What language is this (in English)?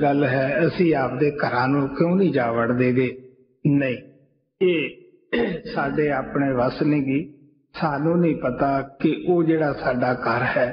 Punjabi